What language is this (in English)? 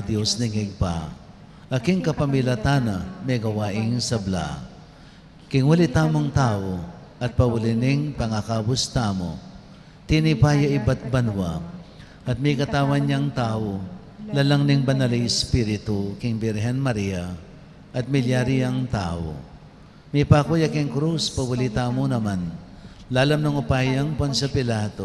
Pampanga